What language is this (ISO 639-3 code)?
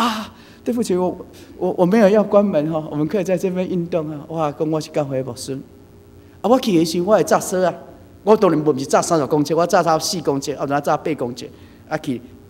nan